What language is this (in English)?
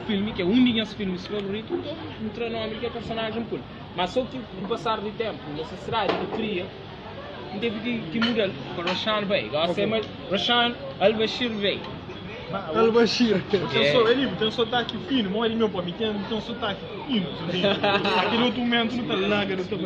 Kabuverdianu